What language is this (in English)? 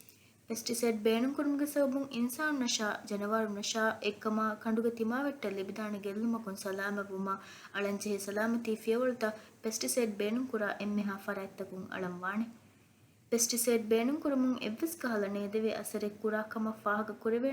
Divehi